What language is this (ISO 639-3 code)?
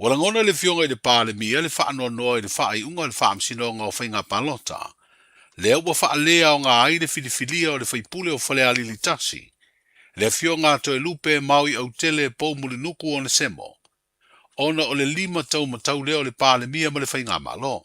smo